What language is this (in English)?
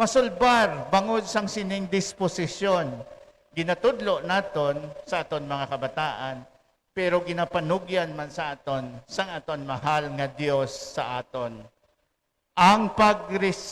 Hiligaynon